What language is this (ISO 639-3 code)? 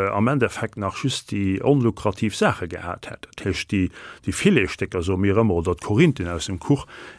ltz